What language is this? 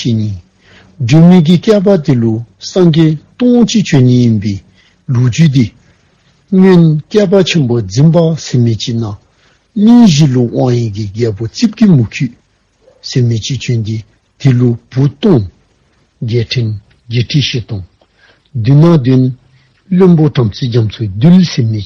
Dzongkha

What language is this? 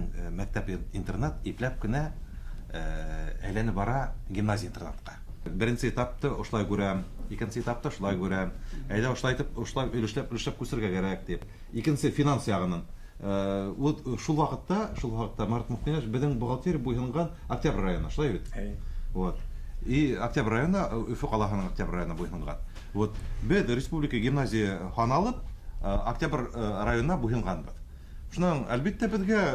Bashkir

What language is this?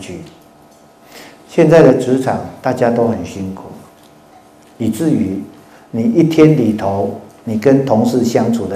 Chinese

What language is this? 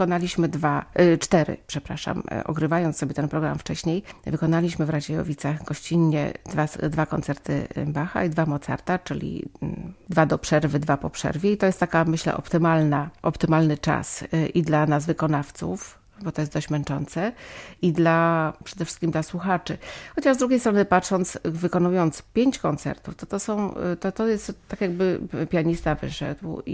Polish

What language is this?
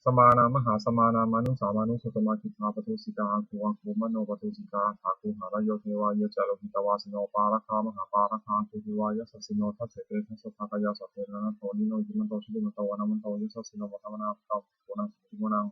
Pali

